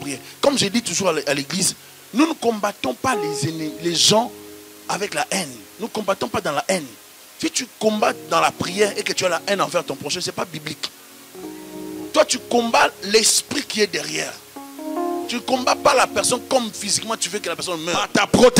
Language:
French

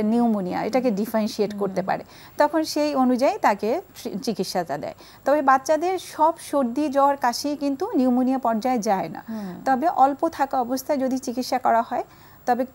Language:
Bangla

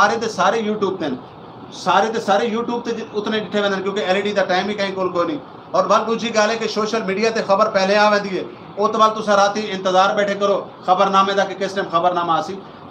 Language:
Saraiki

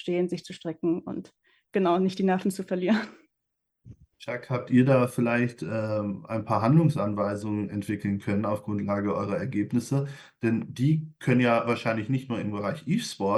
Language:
German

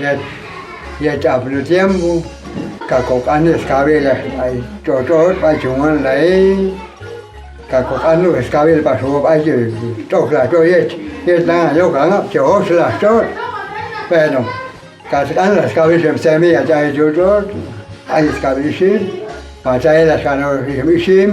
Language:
Popti'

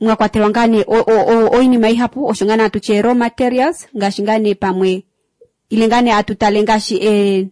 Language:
Kuanyama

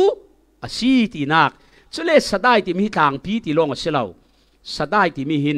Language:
Falam Chin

